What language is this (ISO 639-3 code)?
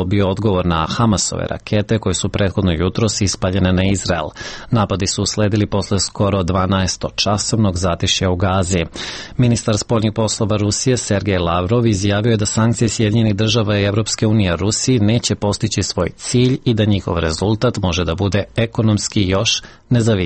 srp